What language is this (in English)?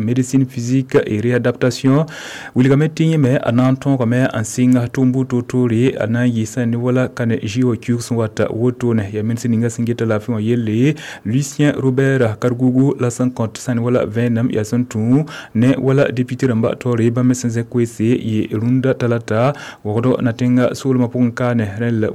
Mossi